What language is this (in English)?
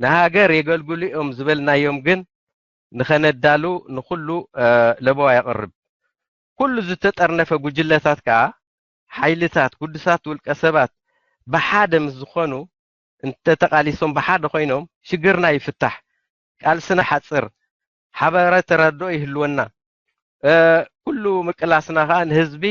Tigrinya